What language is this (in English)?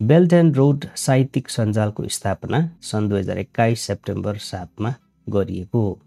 Nepali